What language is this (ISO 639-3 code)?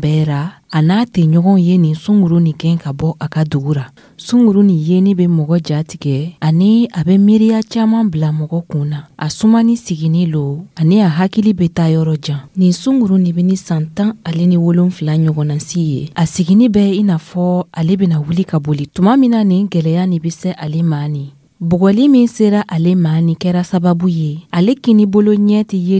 dyu